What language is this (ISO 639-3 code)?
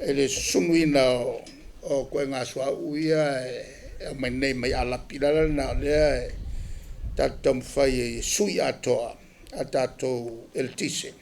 smo